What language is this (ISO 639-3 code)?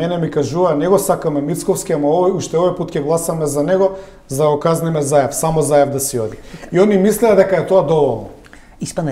mkd